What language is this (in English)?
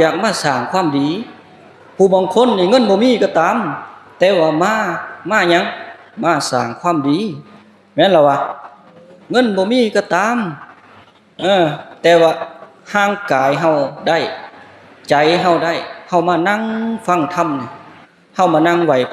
Lao